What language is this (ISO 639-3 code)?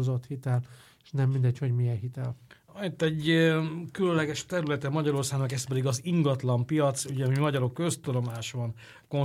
hun